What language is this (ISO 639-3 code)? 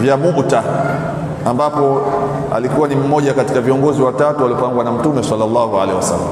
swa